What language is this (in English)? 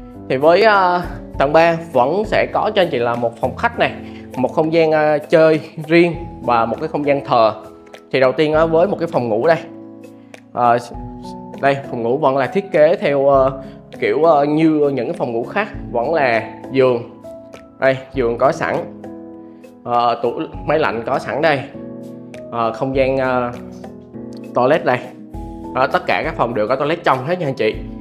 Vietnamese